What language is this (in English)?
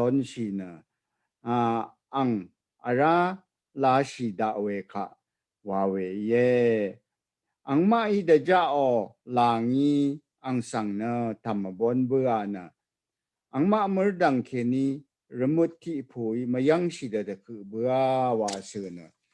Rawang